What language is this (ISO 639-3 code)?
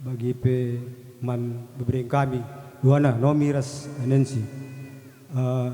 btx